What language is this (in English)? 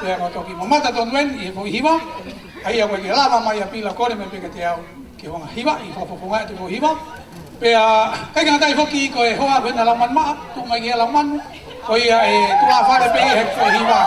Tongan